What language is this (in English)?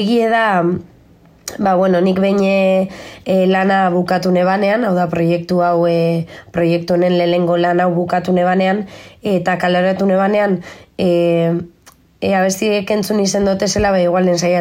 Basque